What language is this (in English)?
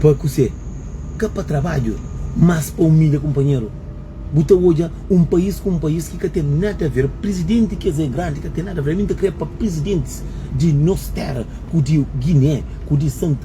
Kabuverdianu